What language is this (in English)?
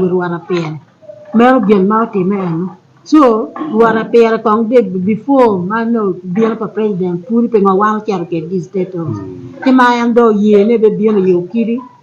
Acoli